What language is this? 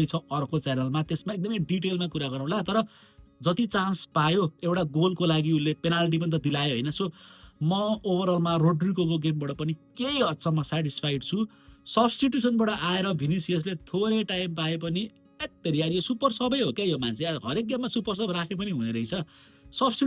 Nepali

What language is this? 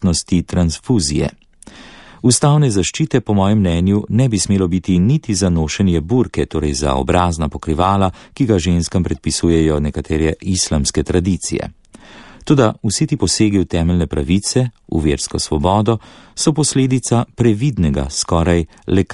Slovenian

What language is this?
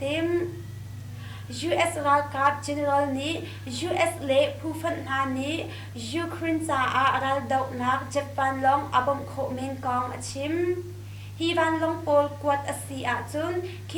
Hakha Chin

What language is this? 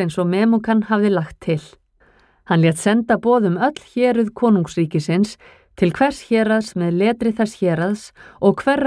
Icelandic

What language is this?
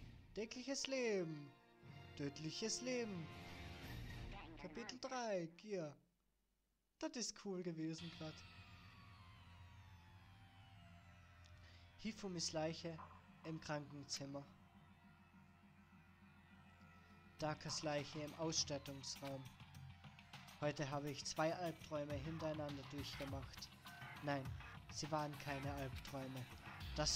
German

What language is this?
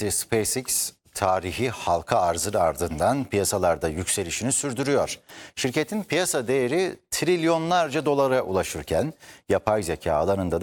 Turkish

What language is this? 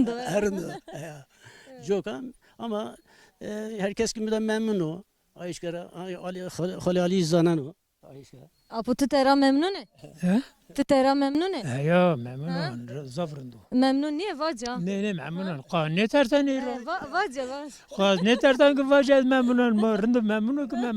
Zaza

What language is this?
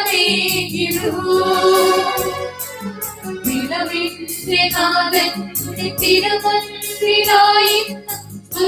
Malayalam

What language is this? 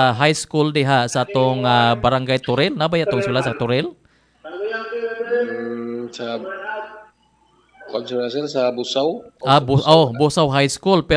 Cebuano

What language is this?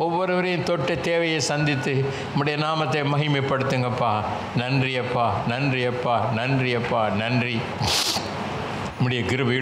Tamil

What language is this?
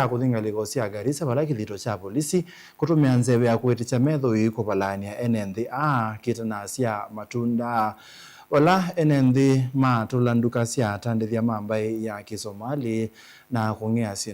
Kamba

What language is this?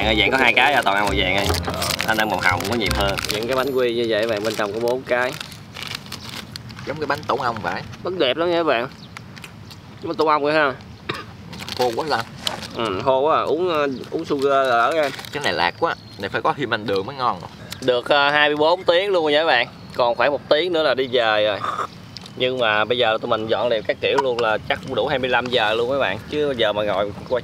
Vietnamese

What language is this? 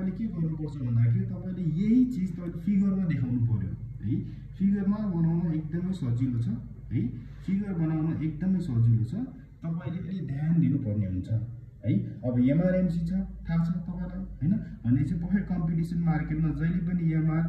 Nepali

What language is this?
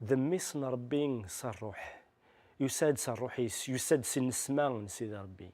Kabyle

